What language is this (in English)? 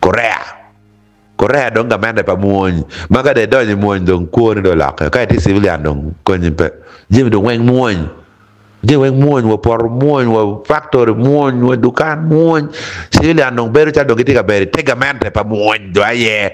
Acoli